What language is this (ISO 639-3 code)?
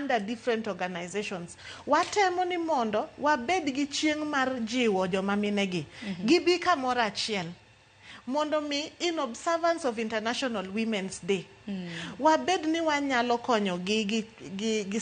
luo